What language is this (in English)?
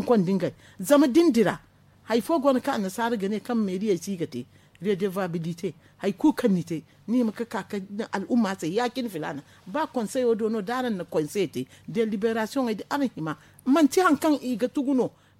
Zarma